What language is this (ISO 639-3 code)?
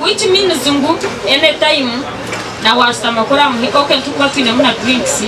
nyn